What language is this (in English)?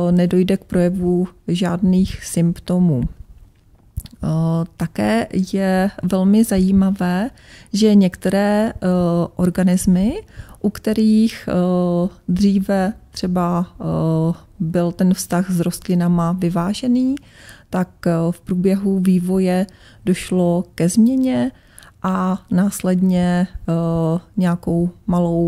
Czech